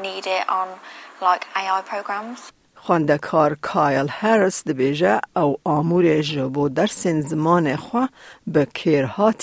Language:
Kurdish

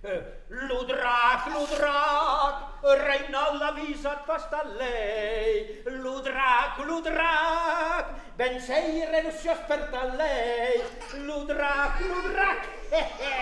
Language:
Occitan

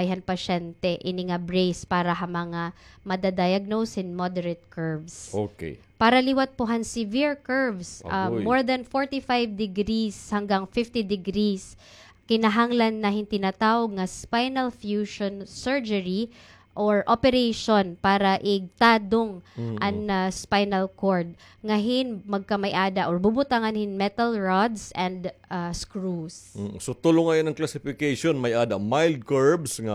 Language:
Waray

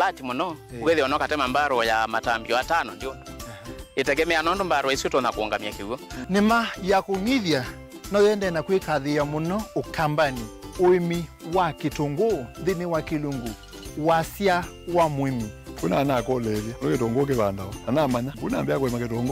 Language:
Kamba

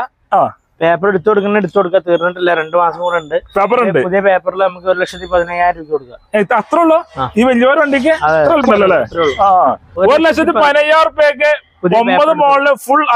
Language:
Malayalam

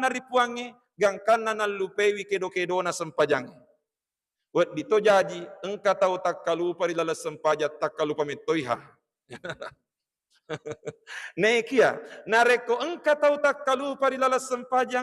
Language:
Buginese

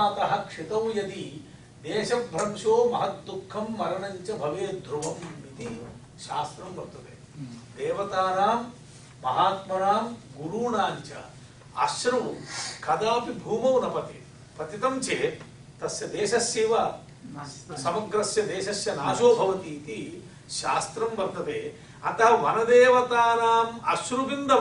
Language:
Sanskrit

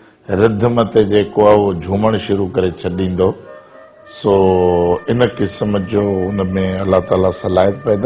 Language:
Sindhi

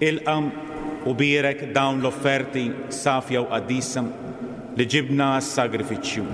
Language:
Maltese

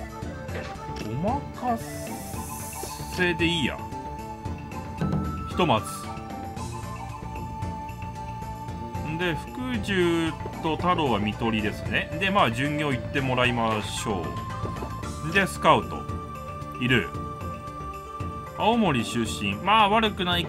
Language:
Japanese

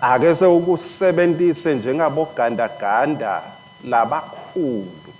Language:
Swati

